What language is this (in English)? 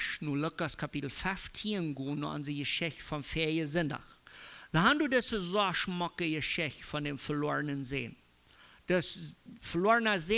Plautdietsch